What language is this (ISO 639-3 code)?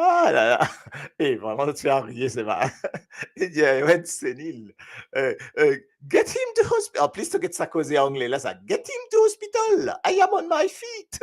mfe